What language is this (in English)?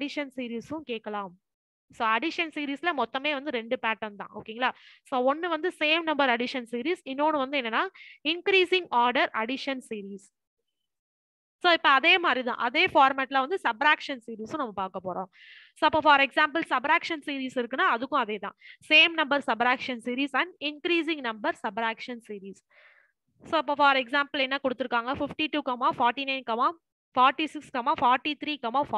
Tamil